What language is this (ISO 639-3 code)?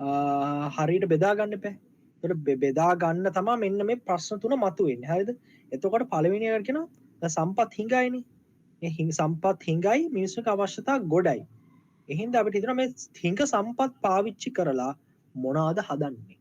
sin